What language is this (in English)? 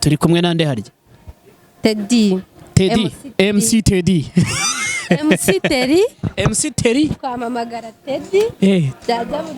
Kinyarwanda